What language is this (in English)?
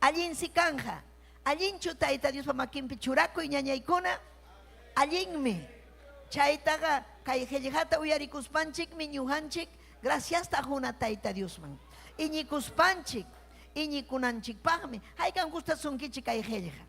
Ayacucho Quechua